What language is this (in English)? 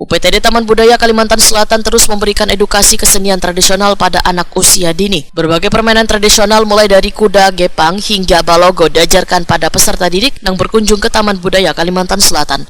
Banjar